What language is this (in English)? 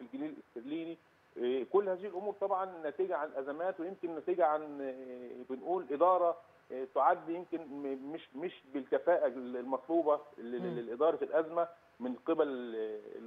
Egyptian Arabic